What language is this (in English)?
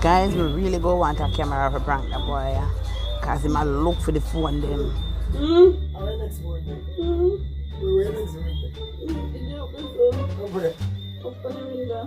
Jamaican Creole English